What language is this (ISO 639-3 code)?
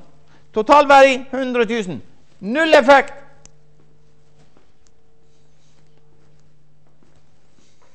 nor